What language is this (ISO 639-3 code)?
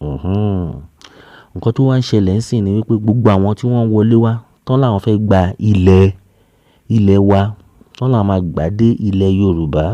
yor